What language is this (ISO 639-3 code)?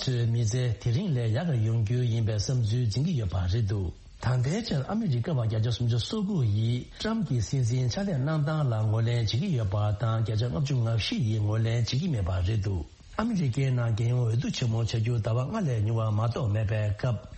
bod